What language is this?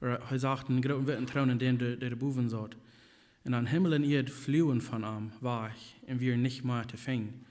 Plautdietsch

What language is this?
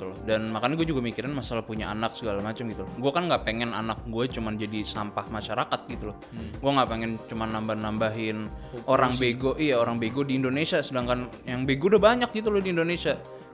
Indonesian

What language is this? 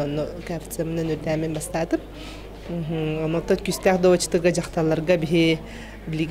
Yakut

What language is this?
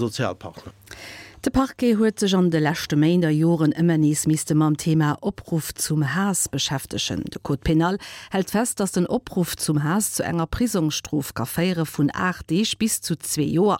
Luxembourgish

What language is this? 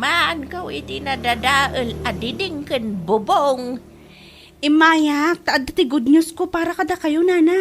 Iloko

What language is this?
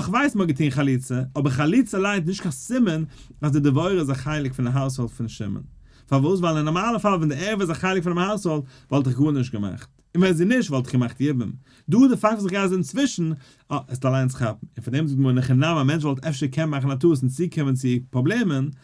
Yiddish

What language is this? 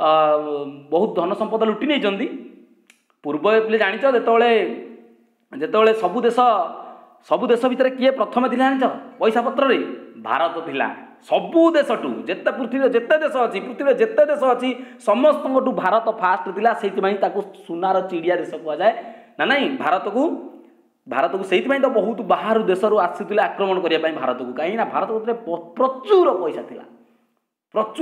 Odia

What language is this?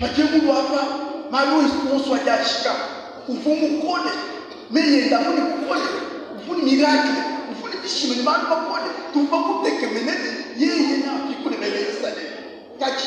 Luba-Lulua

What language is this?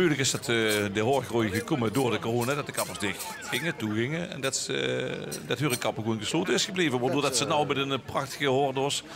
Limburgish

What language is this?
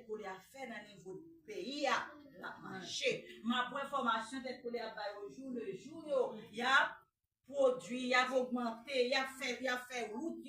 Haitian Creole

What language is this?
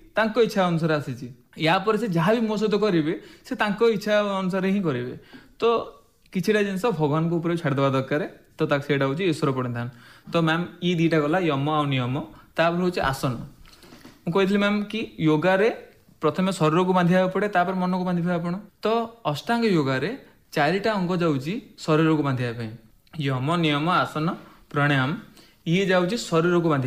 Odia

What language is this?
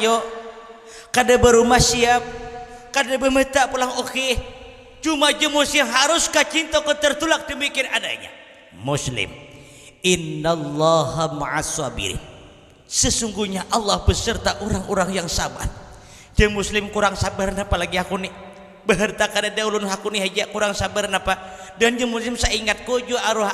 Banjar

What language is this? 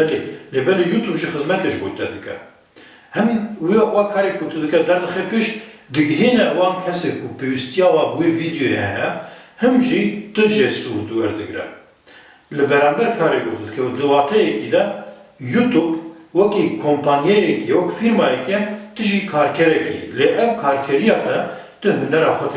Kurdish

